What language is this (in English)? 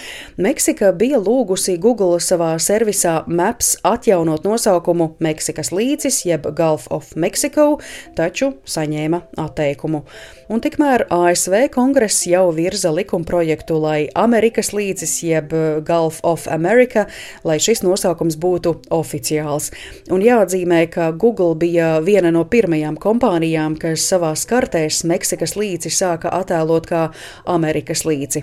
Latvian